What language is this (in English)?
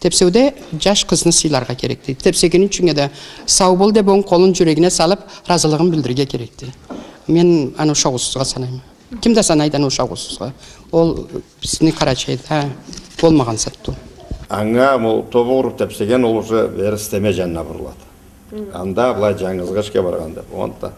Karachay-Balkar